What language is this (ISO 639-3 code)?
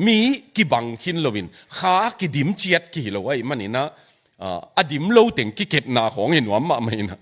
ctd